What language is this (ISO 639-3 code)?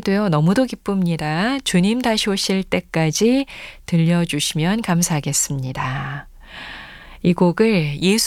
kor